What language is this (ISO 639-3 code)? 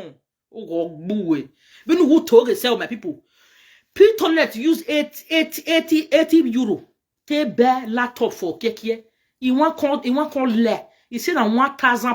pcm